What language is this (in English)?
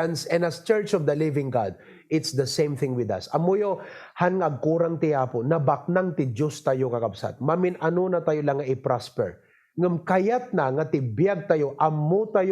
Iloko